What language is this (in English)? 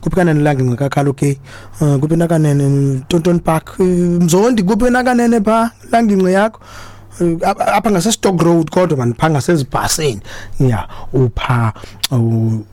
Xhosa